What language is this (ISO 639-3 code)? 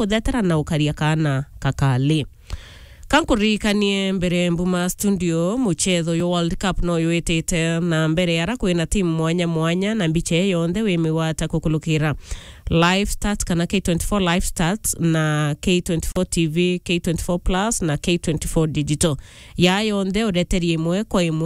mer